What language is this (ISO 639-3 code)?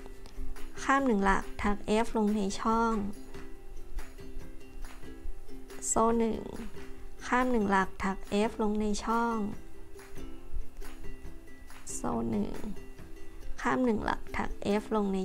tha